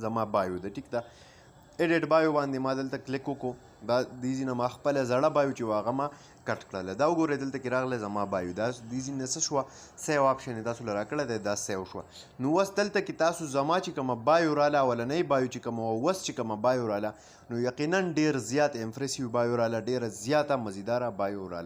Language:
Pashto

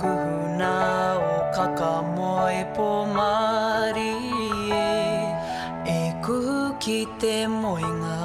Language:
Māori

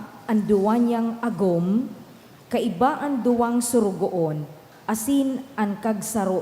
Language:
Bikol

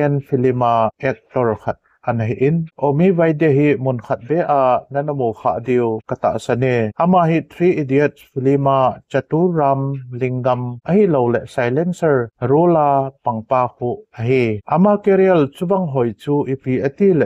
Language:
Thado Chin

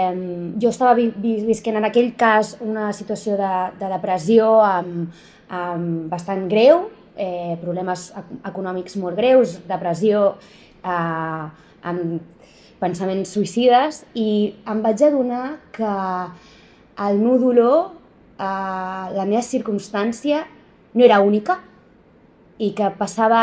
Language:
Catalan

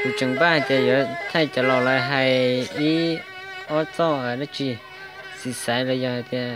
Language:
Hmong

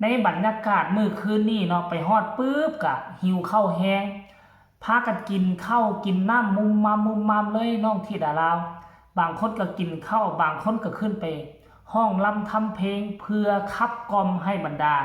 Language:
Northeastern Thai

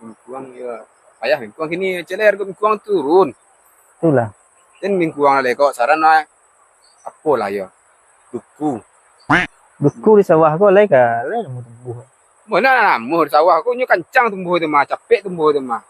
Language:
Minangkabau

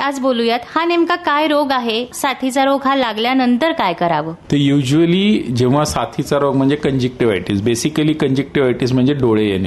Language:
Marathi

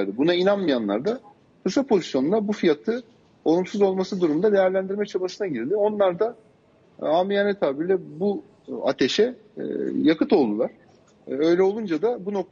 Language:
Turkish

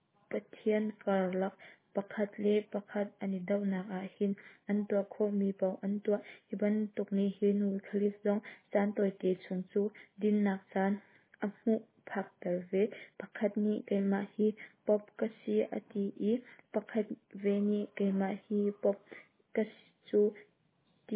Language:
Hakha Chin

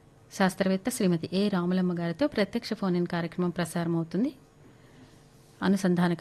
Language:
Telugu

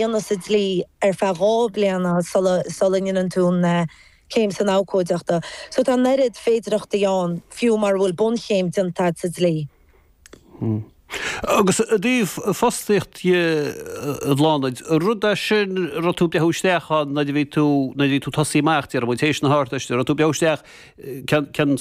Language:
Irish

